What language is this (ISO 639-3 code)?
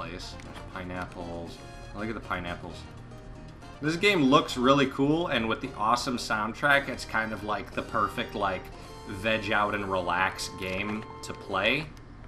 eng